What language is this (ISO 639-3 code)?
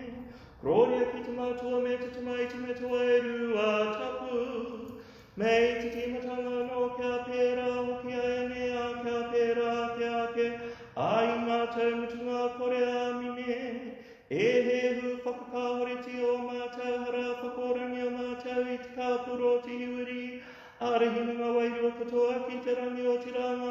mri